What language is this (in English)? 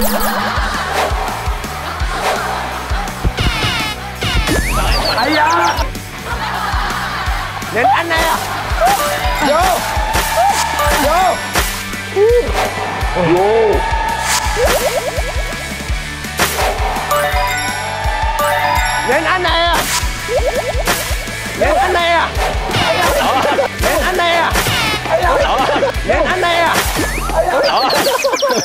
Vietnamese